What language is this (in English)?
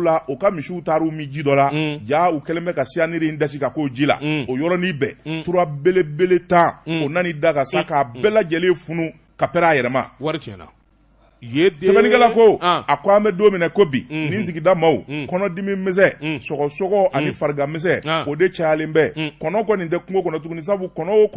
Bambara